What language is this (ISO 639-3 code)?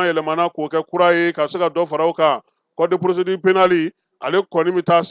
bam